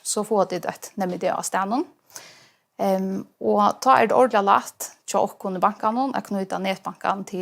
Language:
Faroese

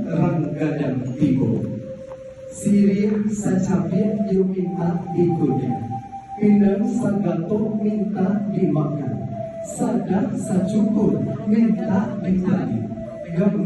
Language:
Minangkabau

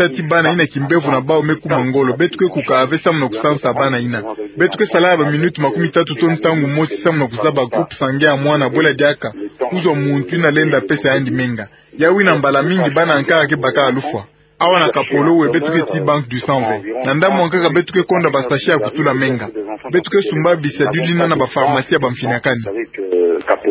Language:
Kituba (Democratic Republic of Congo)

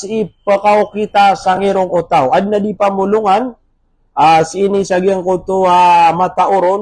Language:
Maranao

